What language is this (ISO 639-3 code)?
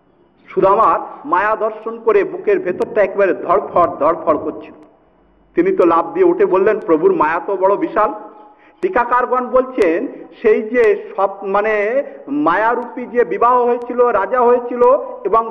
ben